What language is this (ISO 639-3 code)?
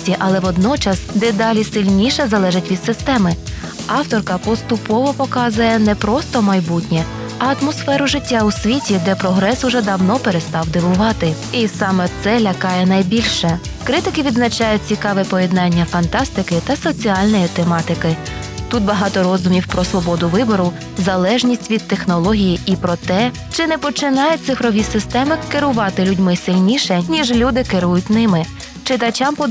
ukr